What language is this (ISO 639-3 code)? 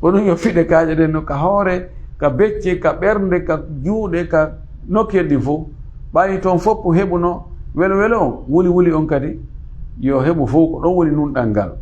ful